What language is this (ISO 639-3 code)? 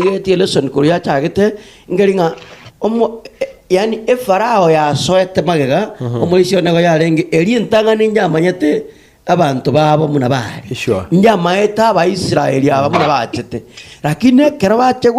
guz